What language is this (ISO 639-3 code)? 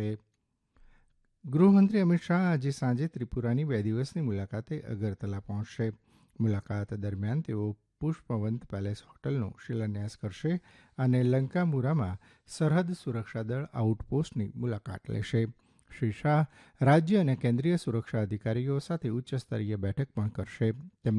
guj